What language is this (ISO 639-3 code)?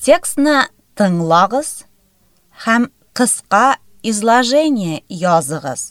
tat